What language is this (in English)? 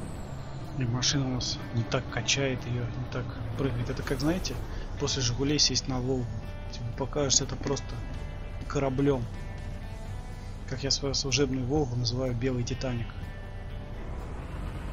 Russian